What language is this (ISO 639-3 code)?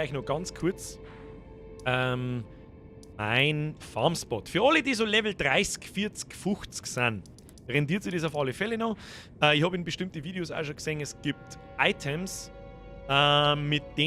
bar